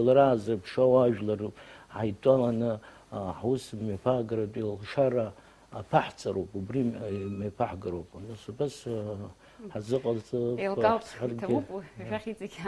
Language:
Abkhazian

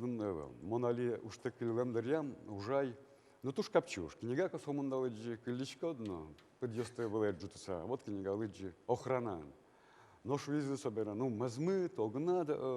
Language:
Udmurt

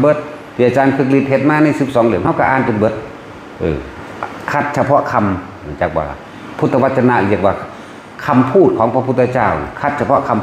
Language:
Northeastern Thai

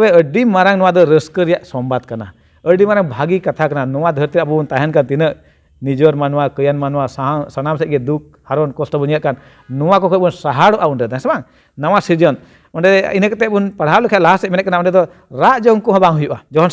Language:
Santali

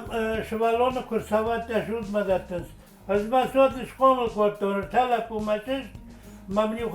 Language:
Ossetic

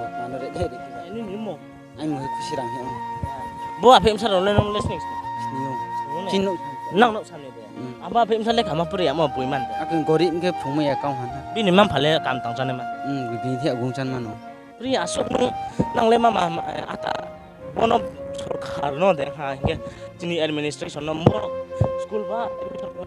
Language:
Riang (India)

